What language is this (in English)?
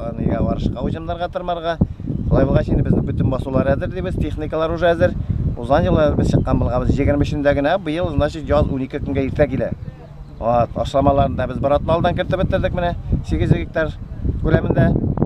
Tatar